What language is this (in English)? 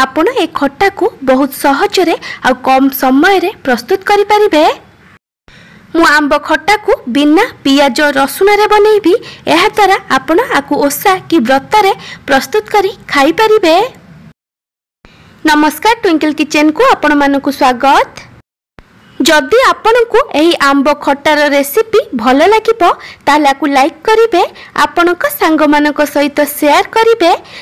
Odia